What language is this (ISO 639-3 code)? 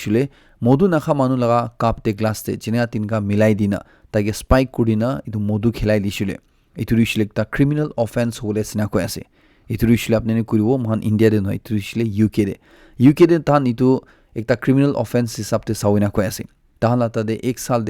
nag